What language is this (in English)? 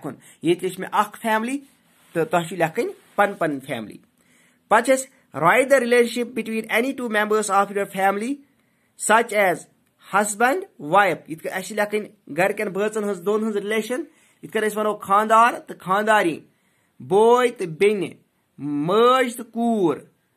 Kashmiri